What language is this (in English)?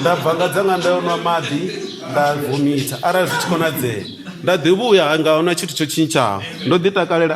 Venda